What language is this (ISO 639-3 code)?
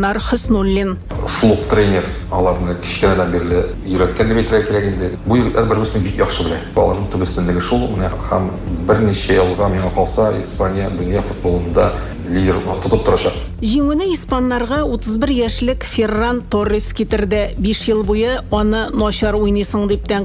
tat